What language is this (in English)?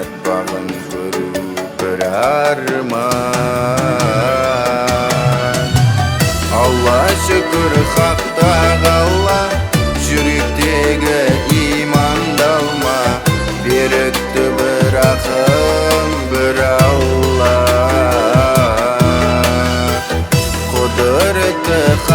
Kazakh